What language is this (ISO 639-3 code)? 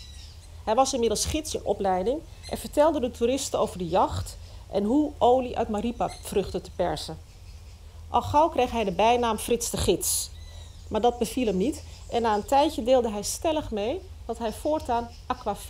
nld